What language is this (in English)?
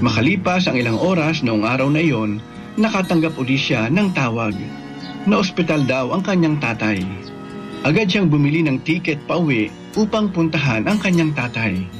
Filipino